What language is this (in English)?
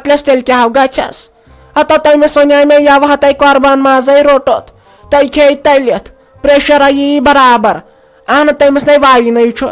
Kashmiri